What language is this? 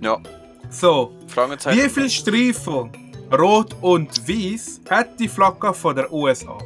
Swiss German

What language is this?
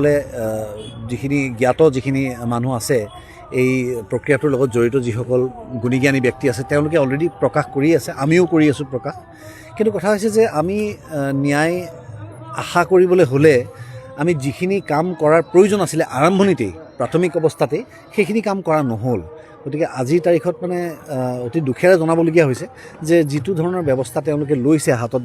Assamese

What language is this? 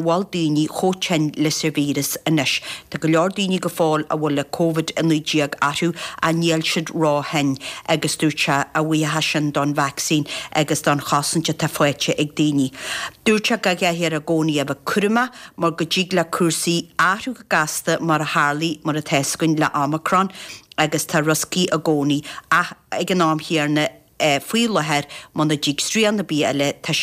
Irish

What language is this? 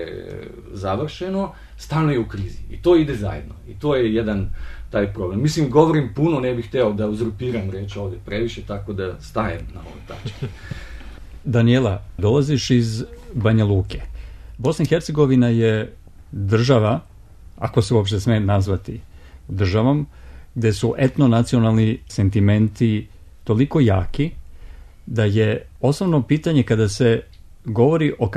Bosnian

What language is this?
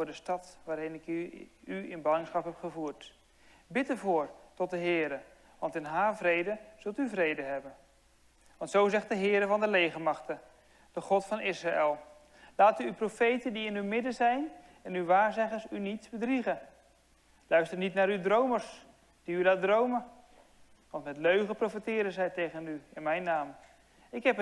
Dutch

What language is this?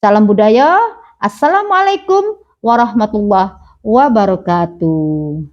Musi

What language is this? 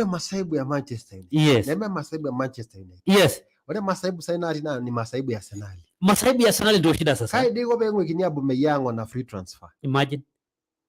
Masai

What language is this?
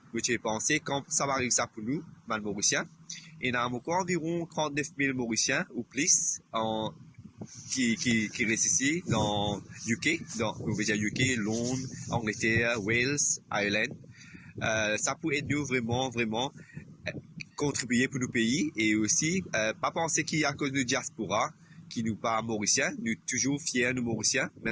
Morisyen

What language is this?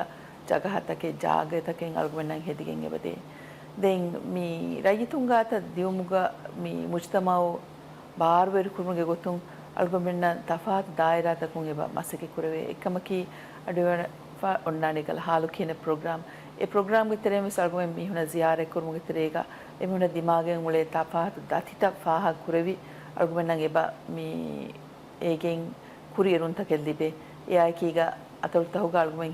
Divehi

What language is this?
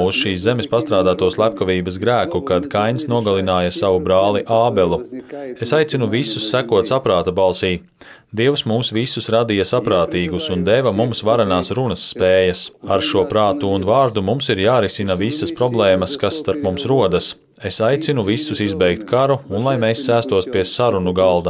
Latvian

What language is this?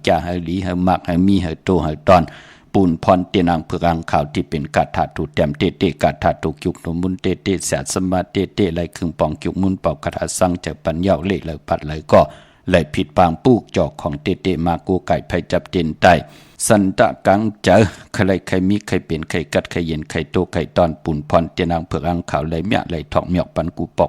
Shan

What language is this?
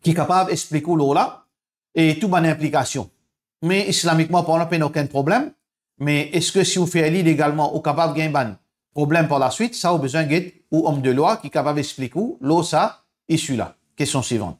Morisyen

